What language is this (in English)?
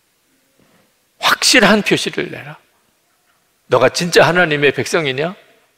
Korean